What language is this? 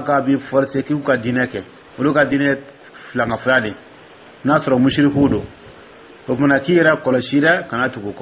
Dyula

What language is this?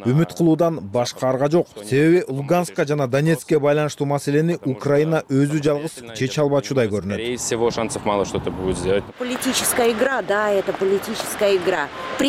Kyrgyz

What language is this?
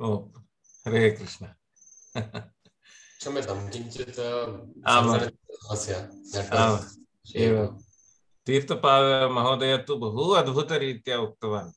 Sanskrit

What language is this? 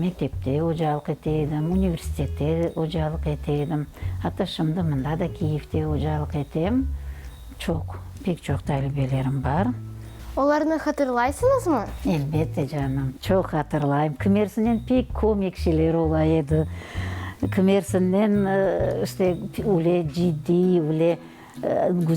Crimean Tatar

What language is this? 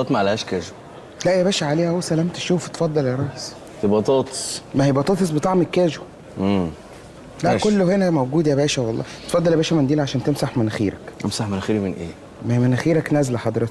Egyptian Arabic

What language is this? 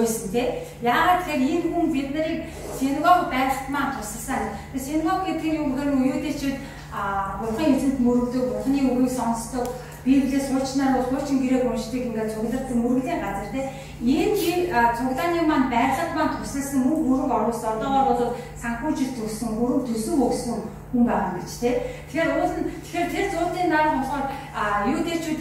Mongolian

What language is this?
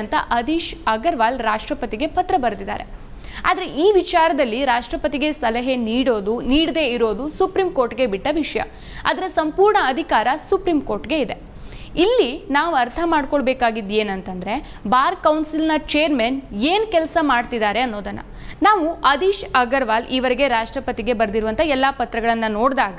Kannada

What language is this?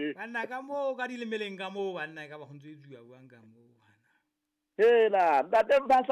Southern Sotho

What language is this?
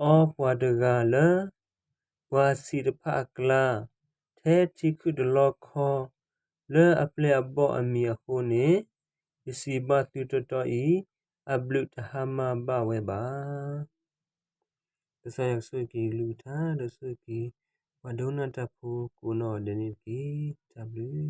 S'gaw Karen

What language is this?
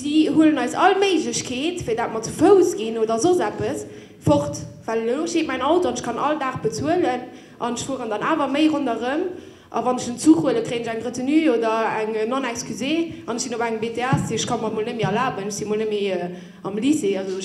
Luxembourgish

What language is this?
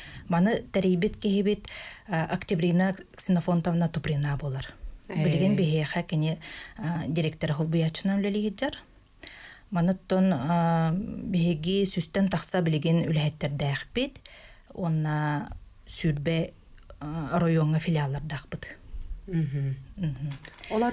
Yakut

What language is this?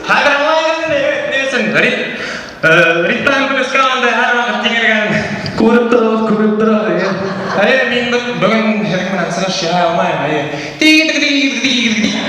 Bashkir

